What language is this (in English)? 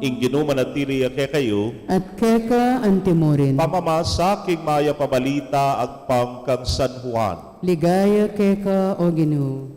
Pampanga